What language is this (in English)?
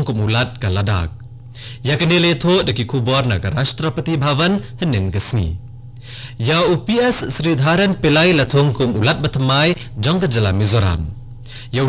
Khasi